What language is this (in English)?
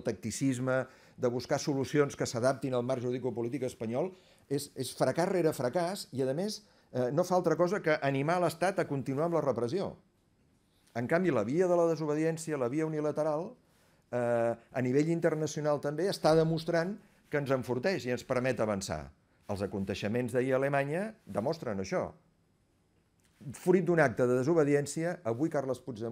Catalan